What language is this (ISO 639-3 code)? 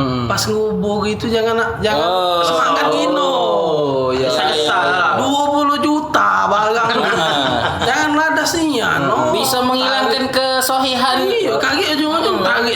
mui